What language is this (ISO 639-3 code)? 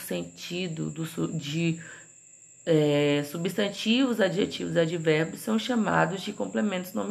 por